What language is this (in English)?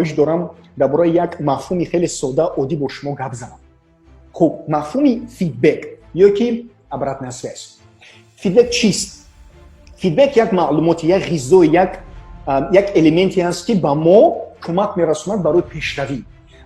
Tajik